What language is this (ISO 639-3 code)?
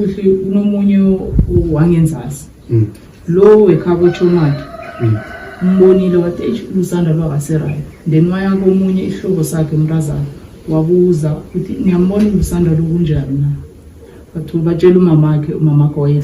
zul